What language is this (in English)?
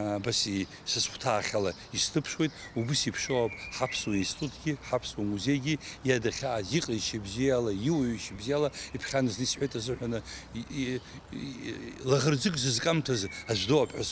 Abkhazian